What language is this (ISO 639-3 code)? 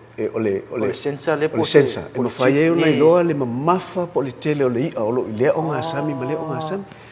smo